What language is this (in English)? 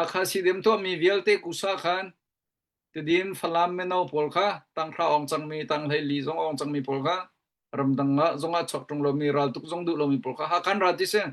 Hakha Chin